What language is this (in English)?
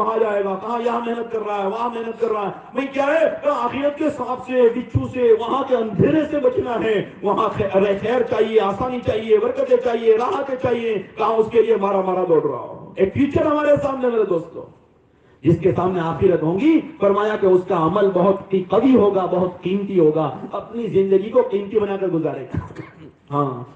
Urdu